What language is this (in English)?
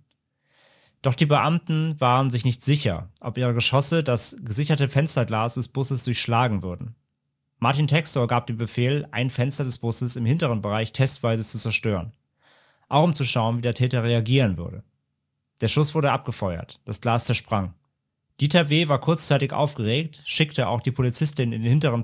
German